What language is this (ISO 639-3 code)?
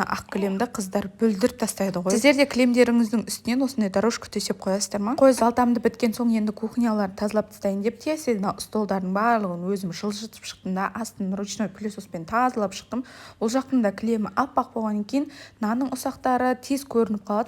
kaz